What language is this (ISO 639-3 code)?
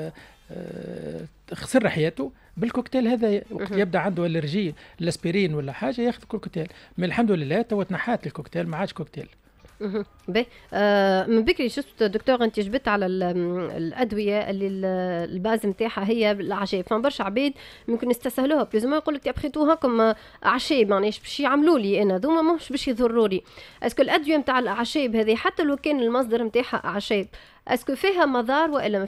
aeb